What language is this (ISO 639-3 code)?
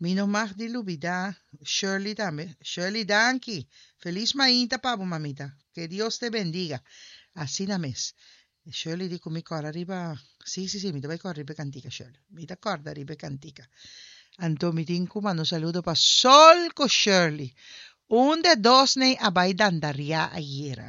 pap